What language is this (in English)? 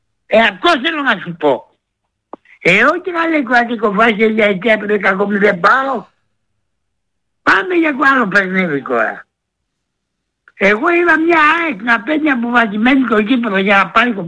Greek